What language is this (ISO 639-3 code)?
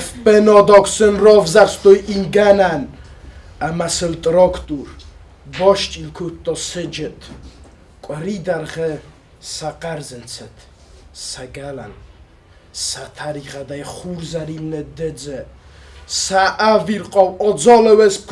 oss